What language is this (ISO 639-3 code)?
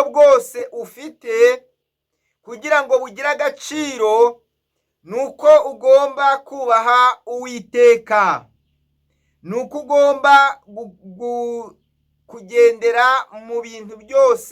kin